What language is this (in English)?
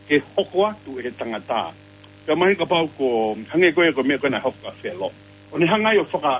Tongan